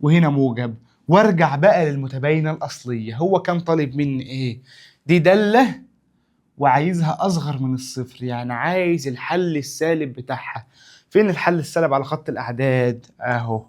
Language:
Egyptian Arabic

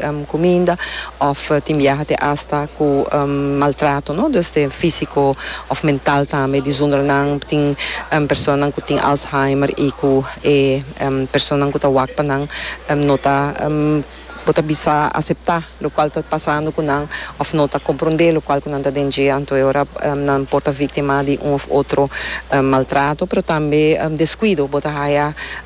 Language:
Papiamento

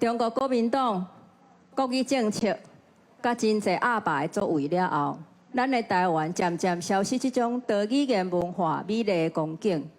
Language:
Min Nan Chinese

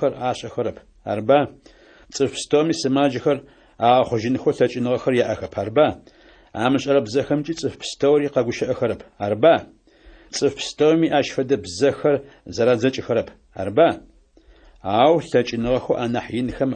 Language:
Adyghe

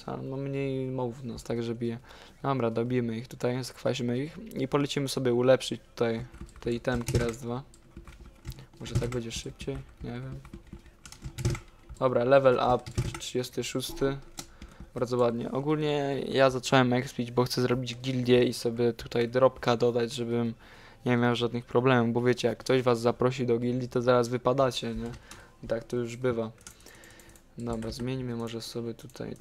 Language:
Polish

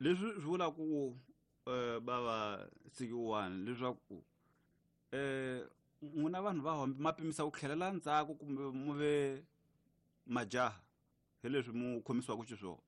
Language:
Tsonga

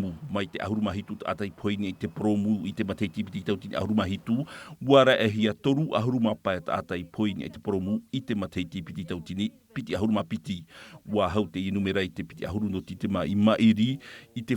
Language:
Tahitian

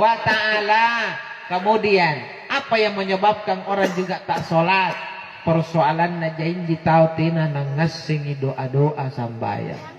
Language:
Makasar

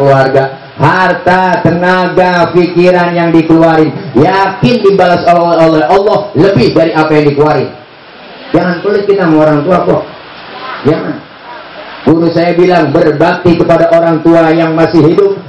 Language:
Betawi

